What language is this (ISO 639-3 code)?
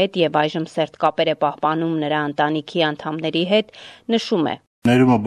hye